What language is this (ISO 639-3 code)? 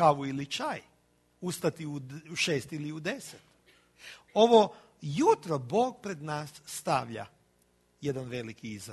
hrv